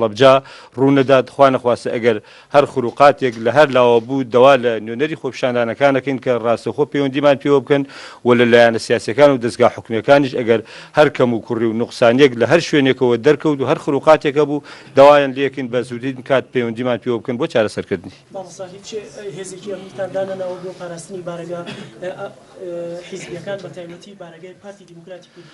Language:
Central Kurdish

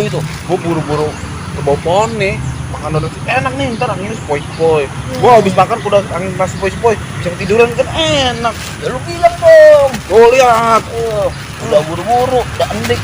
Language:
Betawi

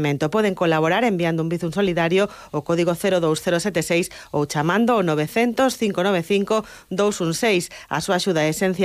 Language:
Galician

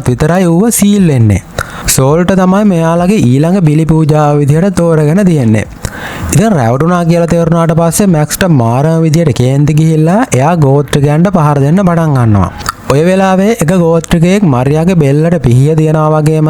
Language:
Sinhala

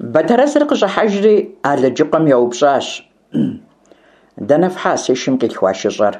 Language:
Kabardian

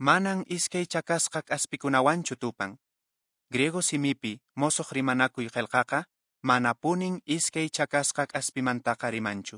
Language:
Quechua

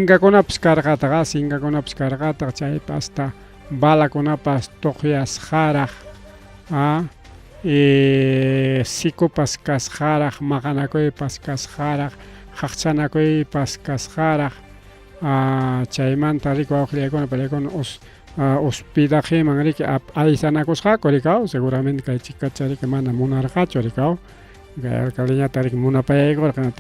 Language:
Ayacucho Quechua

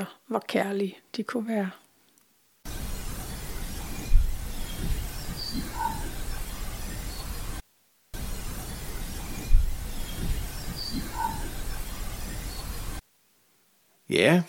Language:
Danish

